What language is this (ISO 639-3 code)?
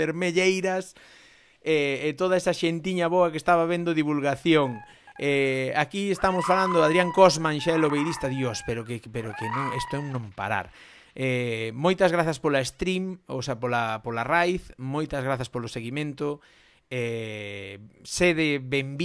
glg